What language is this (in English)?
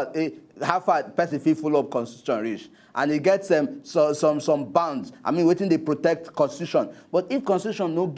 Nigerian Pidgin